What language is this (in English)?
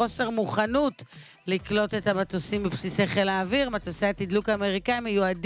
Hebrew